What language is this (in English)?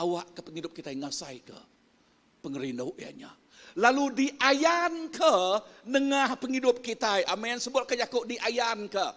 Iban